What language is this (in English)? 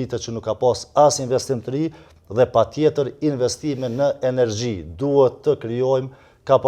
Albanian